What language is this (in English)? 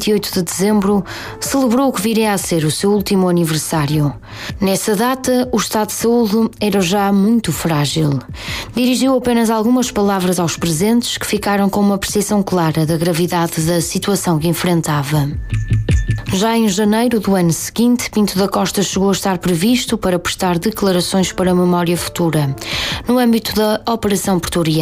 Portuguese